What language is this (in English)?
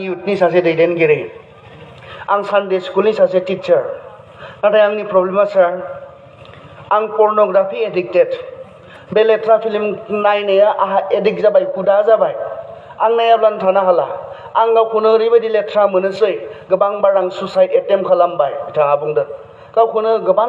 Bodo